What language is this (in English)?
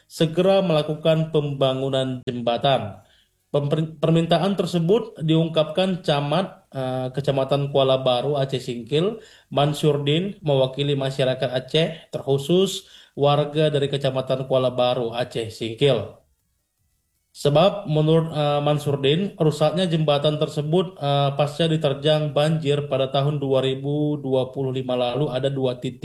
Indonesian